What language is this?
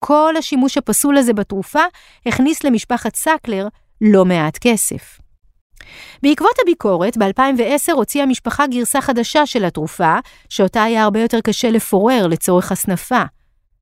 Hebrew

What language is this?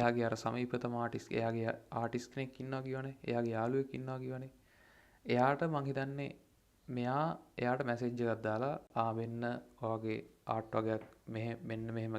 Sinhala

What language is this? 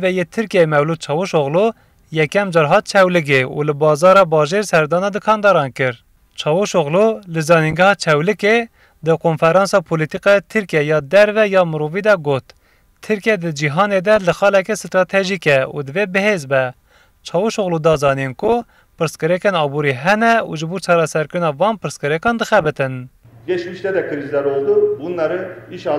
Kurdish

